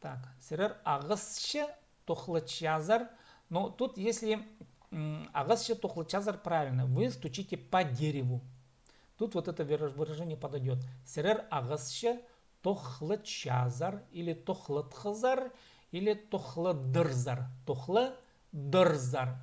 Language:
Khakas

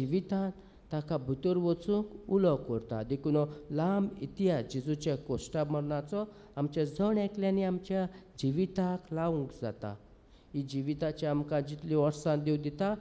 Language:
Konkani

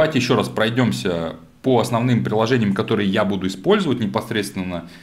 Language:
Russian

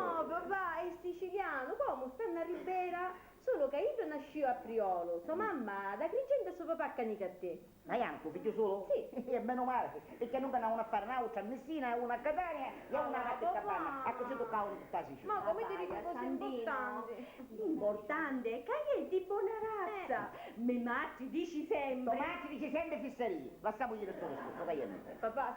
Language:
Sicilian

